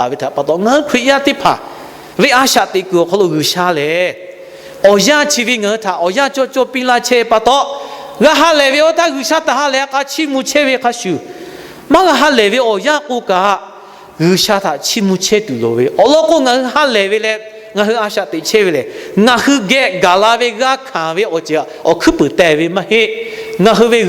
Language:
Lahu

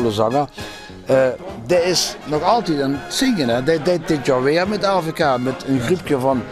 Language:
Limburgish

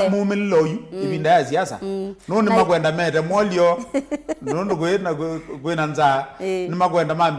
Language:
Kamba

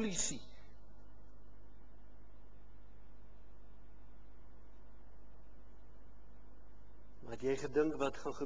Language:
Afrikaans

